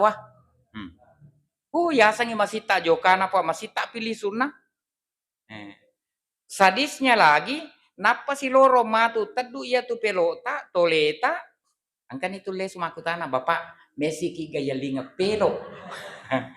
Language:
Buginese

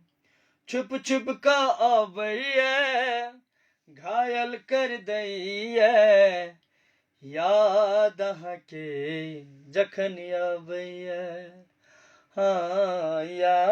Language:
Maithili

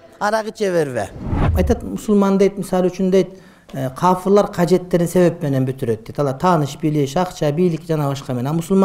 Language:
Kyrgyz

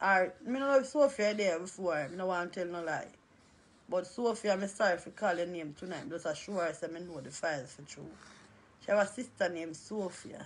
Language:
Jamaican Creole English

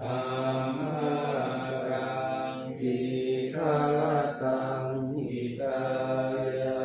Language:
Pali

